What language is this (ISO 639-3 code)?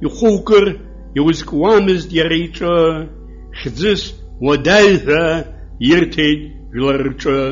abk